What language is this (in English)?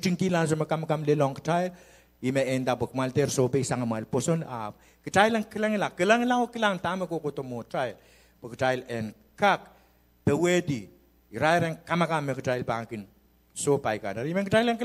Pohnpeian